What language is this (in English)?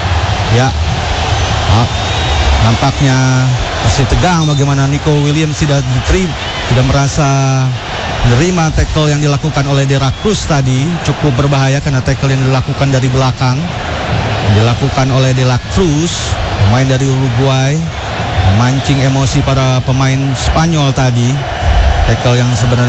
Indonesian